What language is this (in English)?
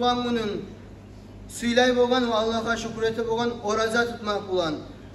Kumyk